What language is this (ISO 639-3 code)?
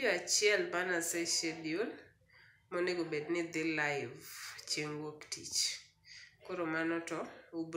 luo